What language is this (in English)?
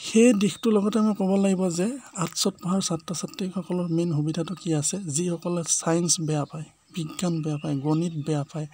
Assamese